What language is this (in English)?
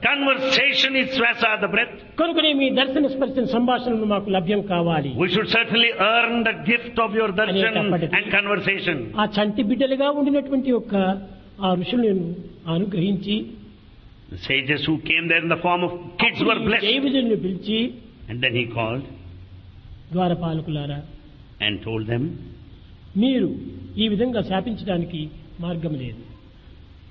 Telugu